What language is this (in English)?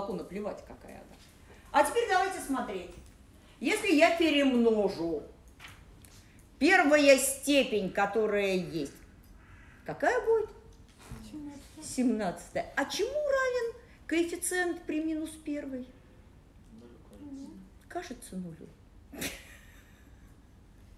Russian